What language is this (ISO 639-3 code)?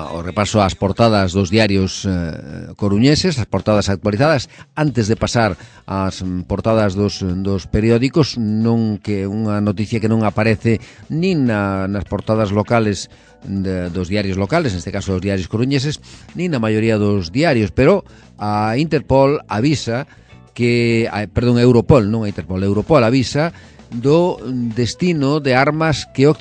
glg